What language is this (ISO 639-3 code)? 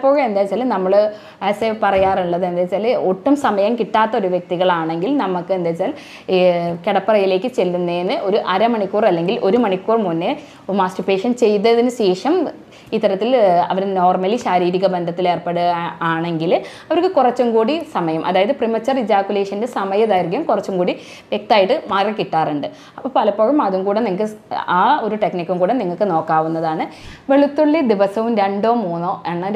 mal